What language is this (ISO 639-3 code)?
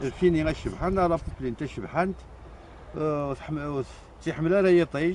kab